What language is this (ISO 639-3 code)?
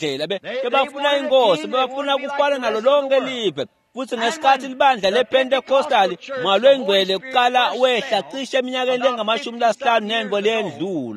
ssw